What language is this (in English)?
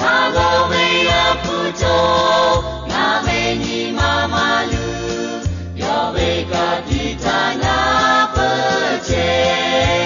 Lahu